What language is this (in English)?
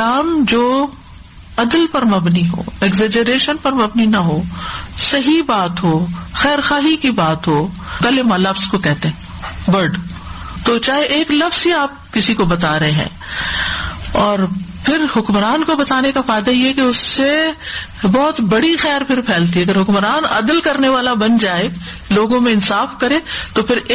Urdu